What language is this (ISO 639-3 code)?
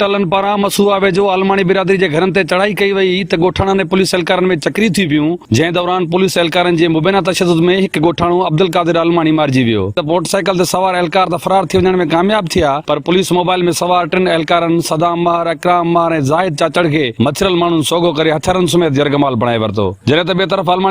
snd